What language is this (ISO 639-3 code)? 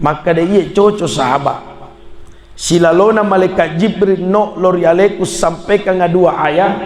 bug